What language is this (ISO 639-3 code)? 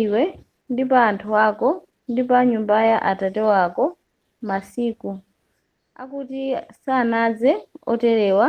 nya